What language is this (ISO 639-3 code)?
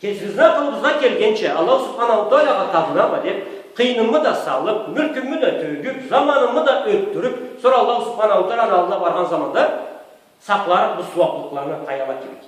krc